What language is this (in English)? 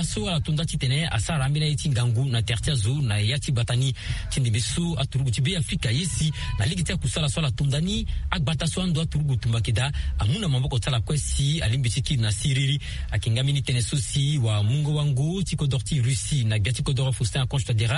Sango